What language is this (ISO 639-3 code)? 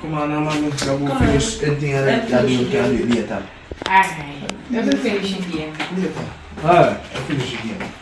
jam